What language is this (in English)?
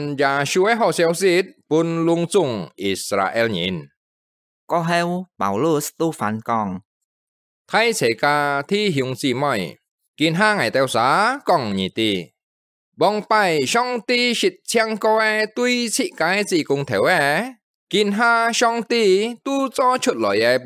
Hakka Chinese